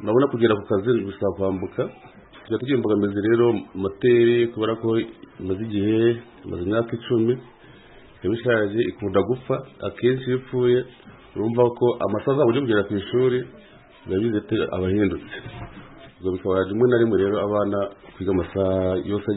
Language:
Kinyarwanda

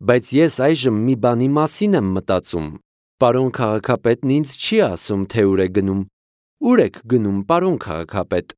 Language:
Armenian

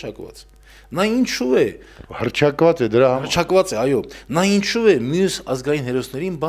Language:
Armenian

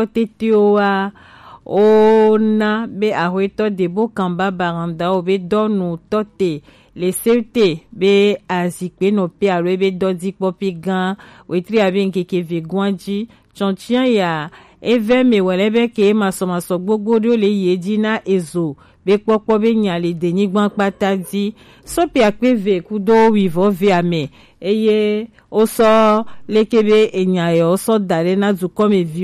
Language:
Gen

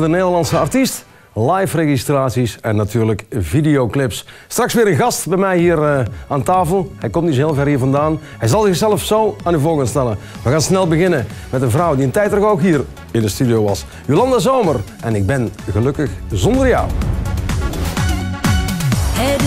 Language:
Dutch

